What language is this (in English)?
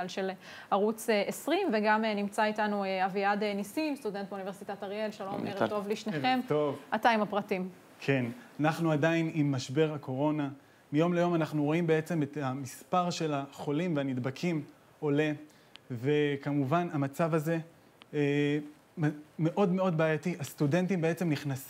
Hebrew